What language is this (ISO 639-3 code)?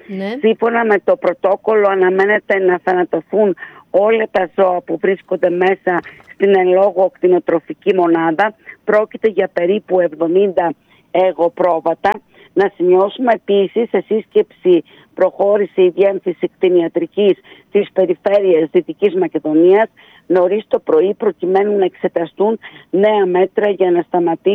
ell